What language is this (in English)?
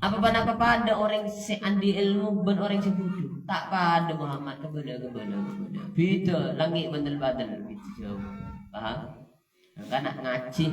Madurese